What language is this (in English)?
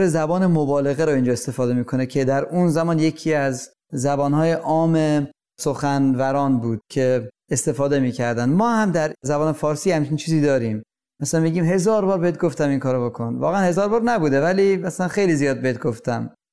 Persian